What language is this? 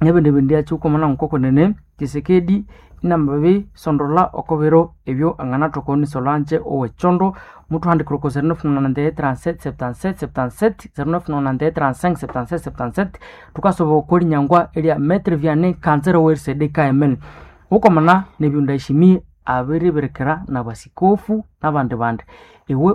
Nande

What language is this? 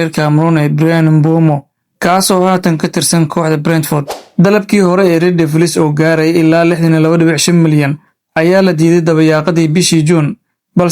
Somali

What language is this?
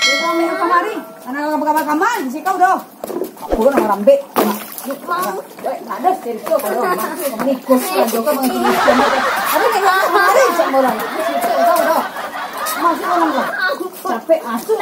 Minangkabau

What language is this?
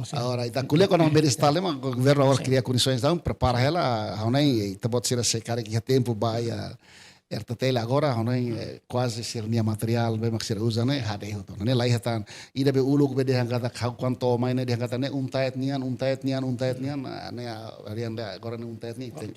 Tetum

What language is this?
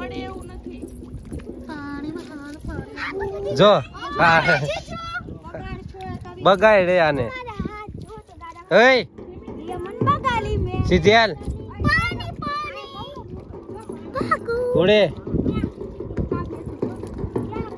Gujarati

